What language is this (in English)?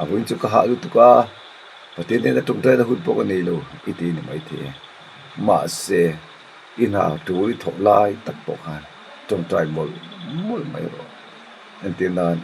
Mizo